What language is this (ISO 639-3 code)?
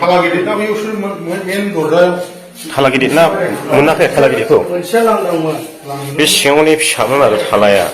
brx